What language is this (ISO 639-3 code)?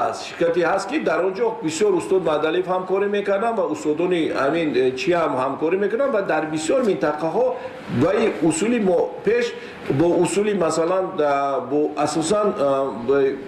tgk